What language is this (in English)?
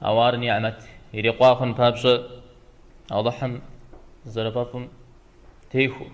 Kabardian